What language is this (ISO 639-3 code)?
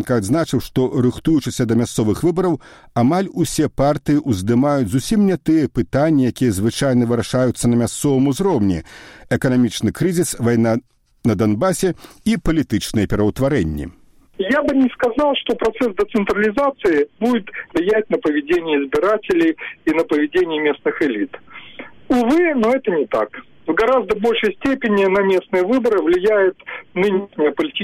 bel